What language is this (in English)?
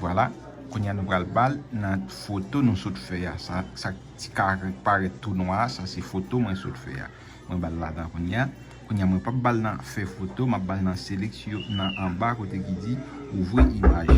Haitian Creole